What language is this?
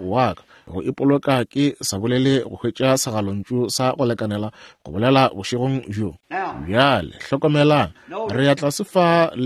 Northern Sotho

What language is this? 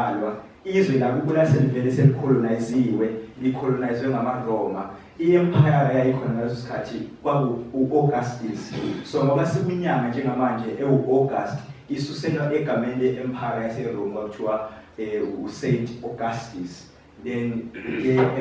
Zulu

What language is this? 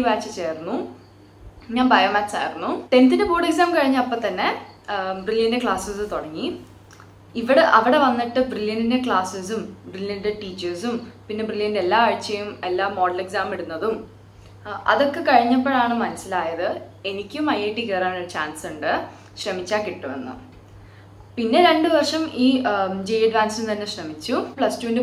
Malayalam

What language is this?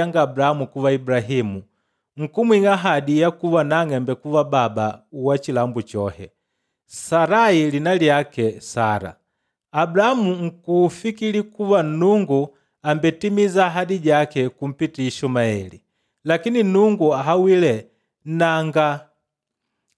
Makonde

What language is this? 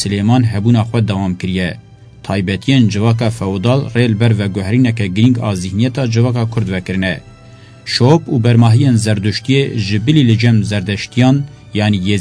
Kurdish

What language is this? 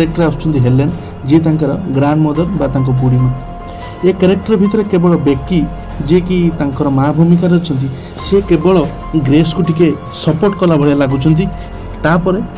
Odia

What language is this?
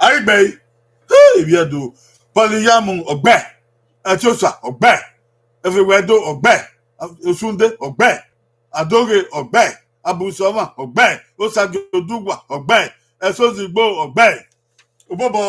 Bini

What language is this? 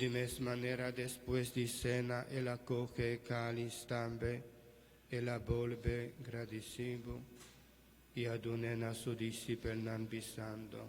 Papiamento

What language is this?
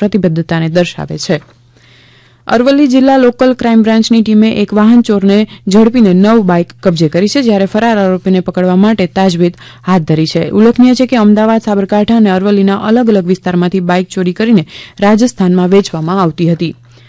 Gujarati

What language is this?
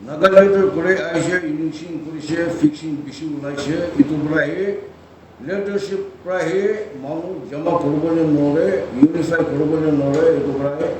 Naga Pidgin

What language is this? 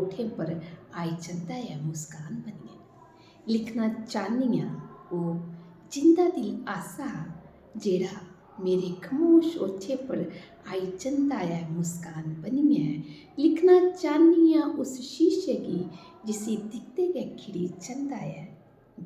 Dogri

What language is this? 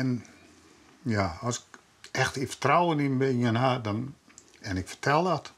Western Frisian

